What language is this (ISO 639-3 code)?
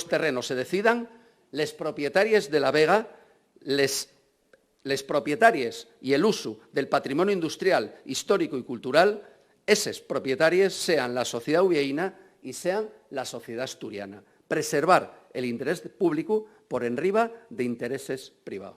ast